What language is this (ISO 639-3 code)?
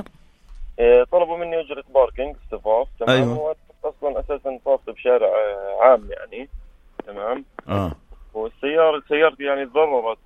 apc